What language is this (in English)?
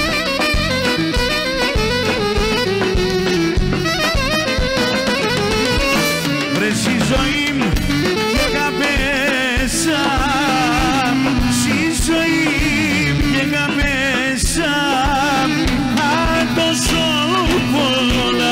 Greek